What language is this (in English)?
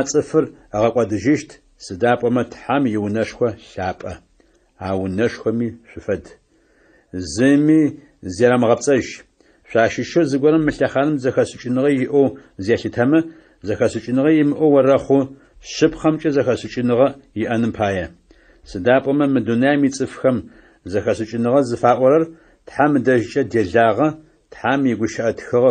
Adyghe